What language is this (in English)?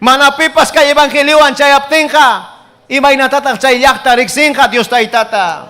Ayacucho Quechua